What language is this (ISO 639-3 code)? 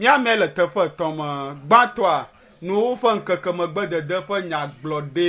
ewe